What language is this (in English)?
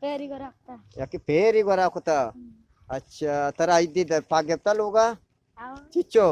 Eastern Balochi